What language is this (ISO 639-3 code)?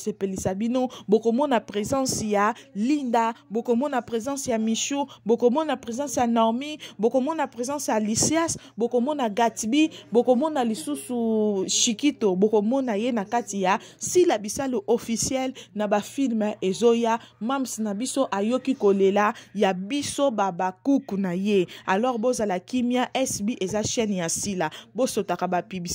lin